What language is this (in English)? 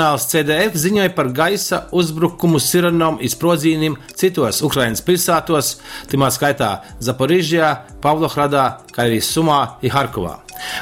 Latgalian